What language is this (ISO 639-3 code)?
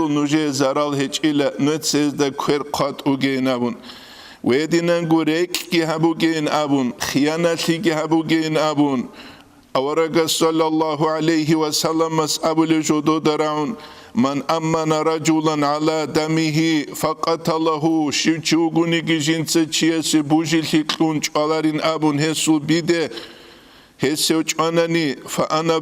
ava